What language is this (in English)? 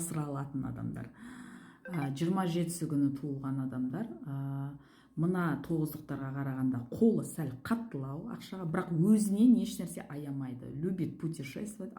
Kazakh